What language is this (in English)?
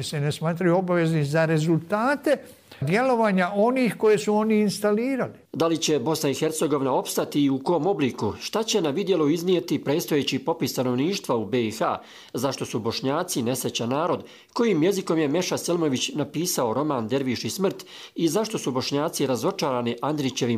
Croatian